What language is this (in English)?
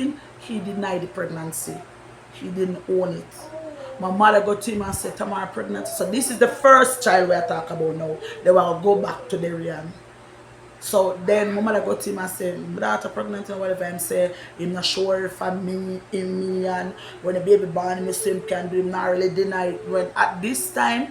Jamaican Creole English